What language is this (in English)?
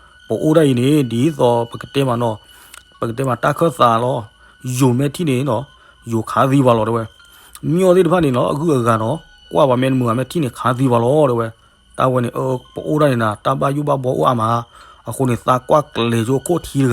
S'gaw Karen